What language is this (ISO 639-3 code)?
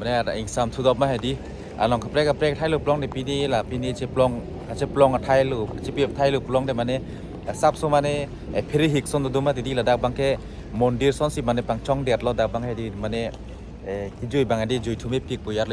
mjw